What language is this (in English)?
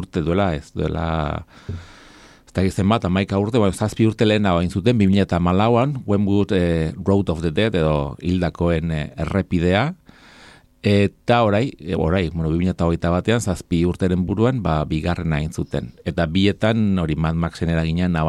Basque